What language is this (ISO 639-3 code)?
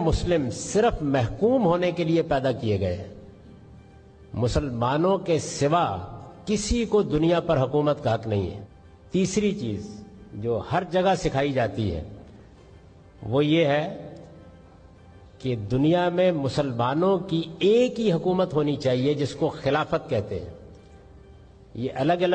urd